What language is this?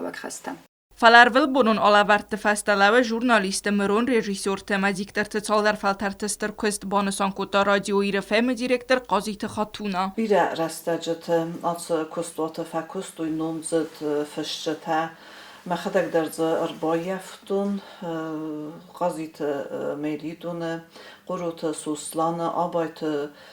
Ossetic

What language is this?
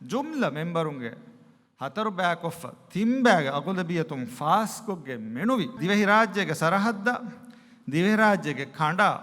Divehi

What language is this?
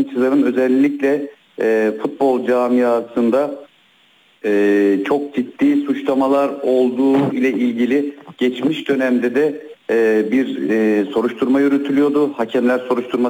Turkish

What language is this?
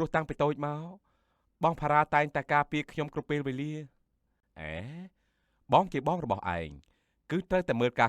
Khmer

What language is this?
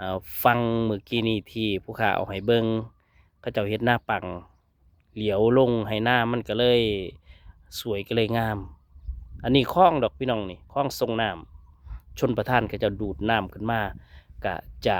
Northeastern Thai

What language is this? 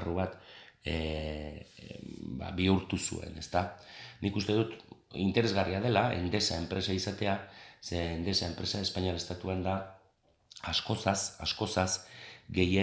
Basque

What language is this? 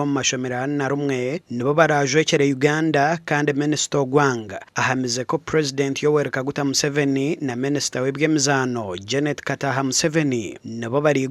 Nyankole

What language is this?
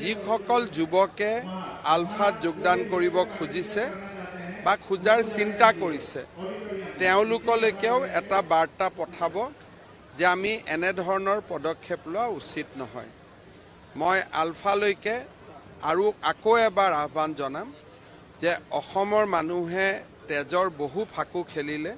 Assamese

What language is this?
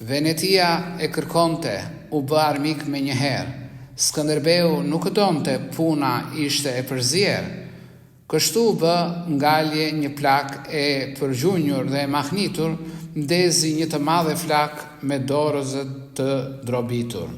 Albanian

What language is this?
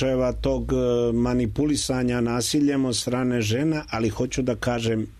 Serbian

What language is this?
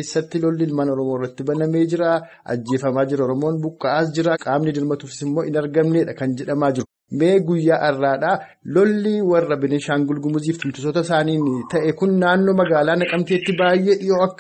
Oromo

